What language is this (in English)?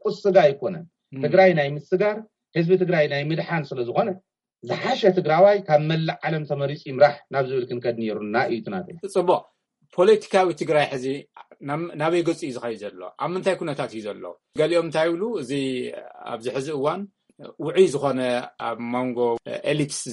Tigrinya